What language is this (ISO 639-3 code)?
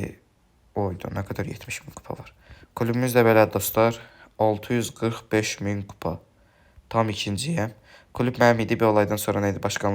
aze